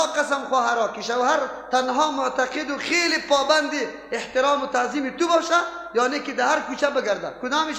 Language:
Persian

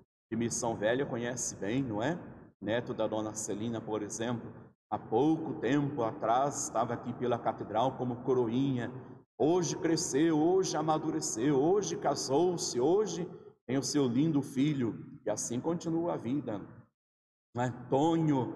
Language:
Portuguese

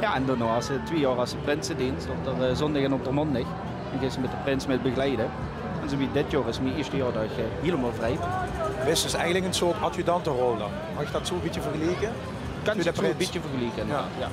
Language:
Limburgish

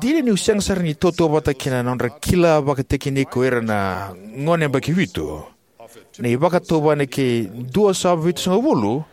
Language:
Fijian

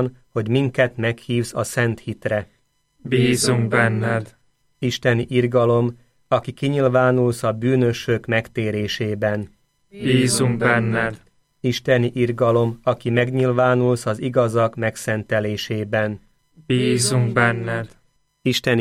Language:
Hungarian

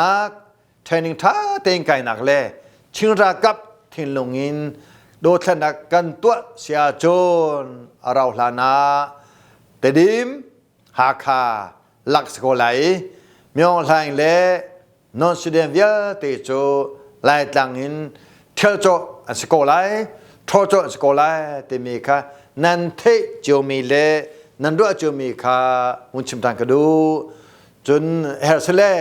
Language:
Hakha Chin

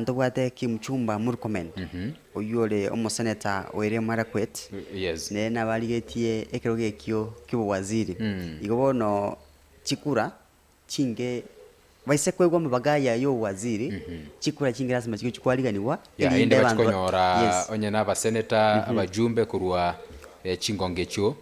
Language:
Gusii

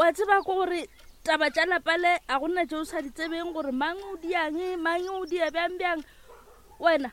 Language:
Northern Sotho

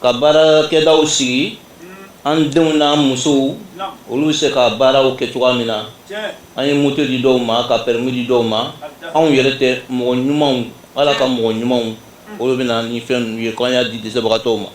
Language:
Bambara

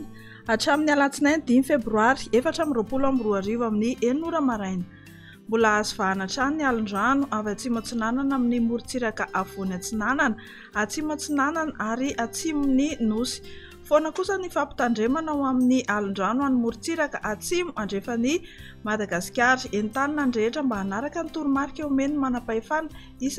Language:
Malagasy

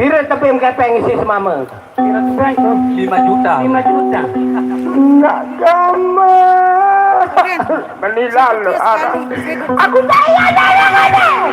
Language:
Sasak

